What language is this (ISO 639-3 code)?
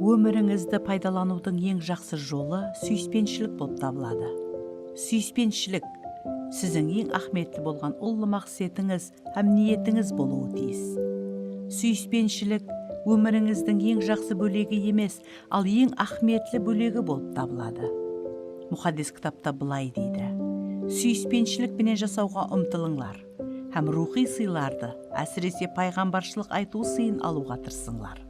kaa